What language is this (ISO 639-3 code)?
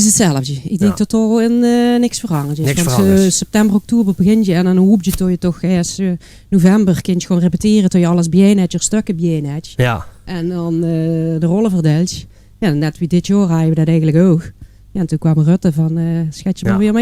lim